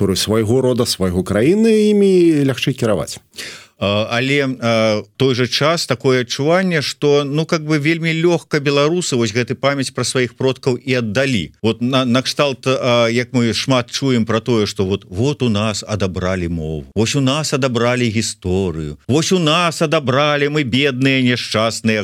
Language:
Belarusian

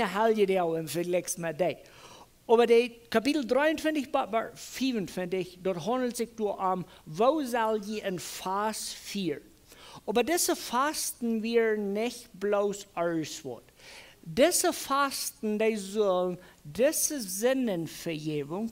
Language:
Plautdietsch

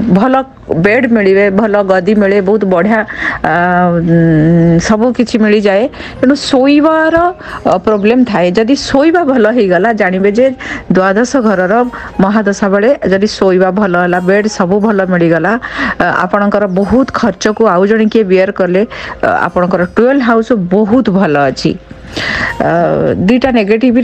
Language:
Odia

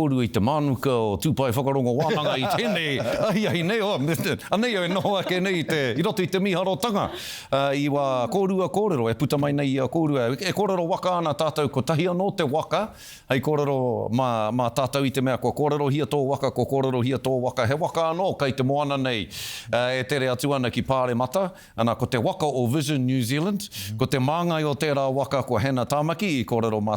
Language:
Māori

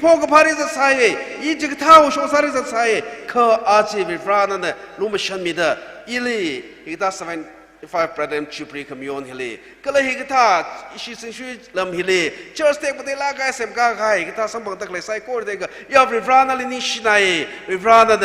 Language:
Tangkhul Naga (India)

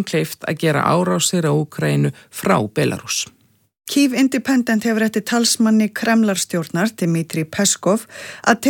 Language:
Icelandic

